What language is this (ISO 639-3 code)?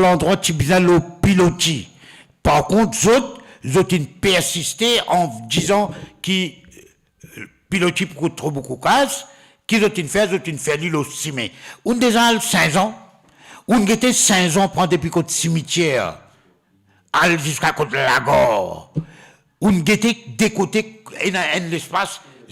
mfe